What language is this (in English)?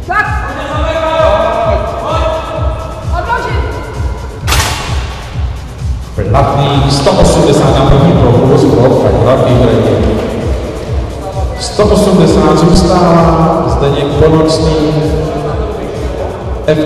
Czech